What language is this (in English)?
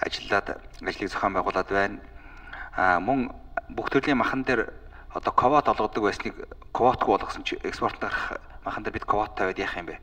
Mongolian